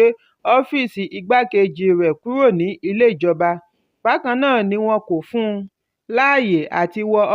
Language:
Yoruba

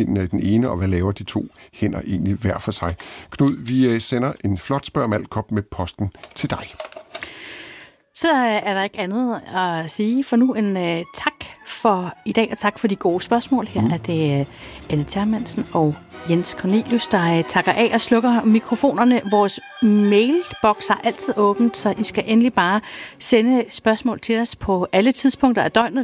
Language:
Danish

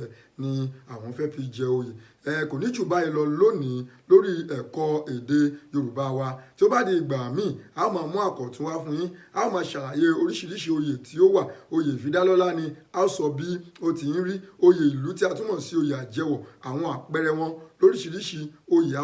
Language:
Yoruba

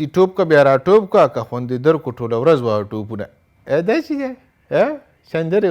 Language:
Pashto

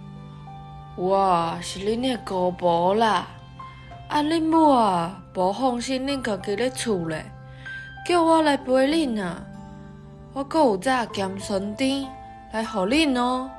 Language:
Min Nan Chinese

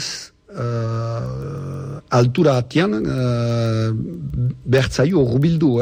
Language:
Basque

